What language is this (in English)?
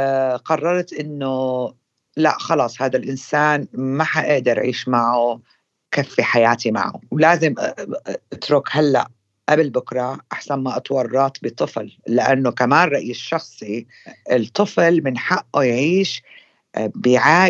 North Levantine Arabic